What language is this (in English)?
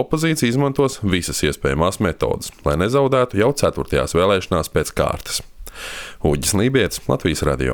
Latvian